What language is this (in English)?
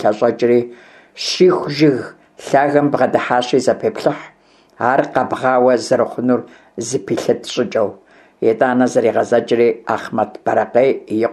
Kabardian